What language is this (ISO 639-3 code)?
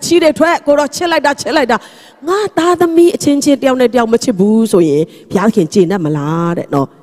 mya